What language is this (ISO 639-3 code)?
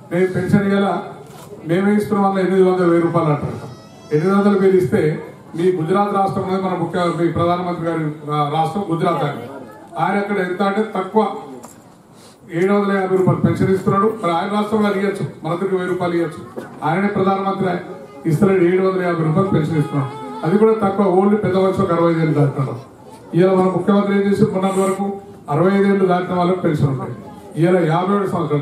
tel